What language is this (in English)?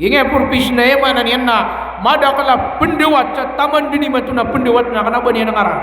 Maranao